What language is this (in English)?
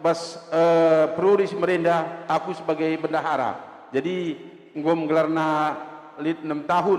Batak Karo